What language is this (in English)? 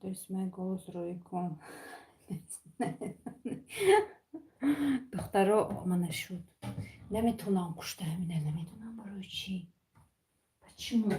Tajik